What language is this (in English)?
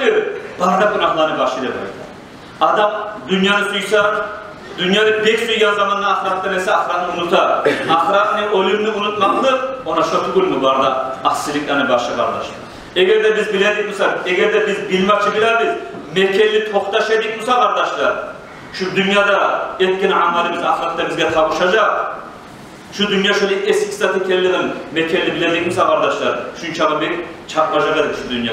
Kumyk